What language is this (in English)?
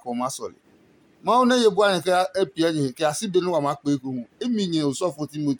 Adangme